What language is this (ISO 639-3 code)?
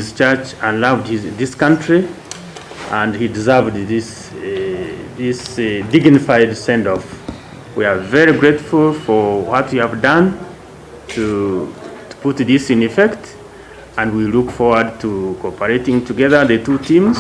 nyn